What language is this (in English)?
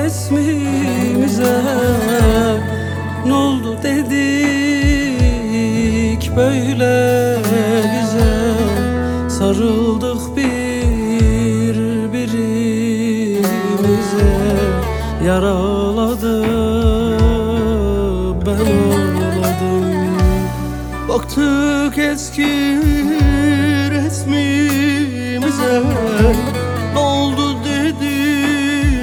Turkish